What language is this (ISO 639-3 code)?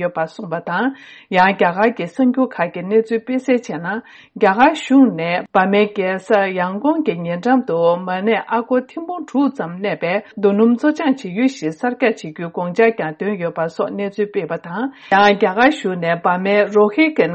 bod